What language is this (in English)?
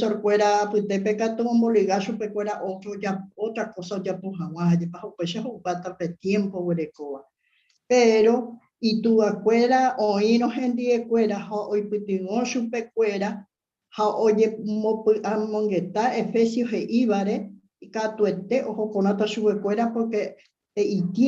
Guarani